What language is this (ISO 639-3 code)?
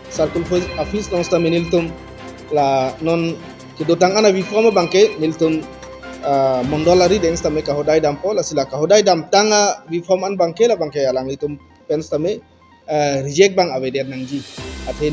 mjw